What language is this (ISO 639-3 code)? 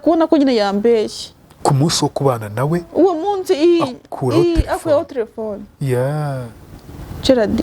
kin